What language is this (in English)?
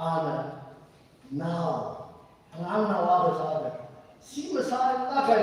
Tangkhul Naga (India)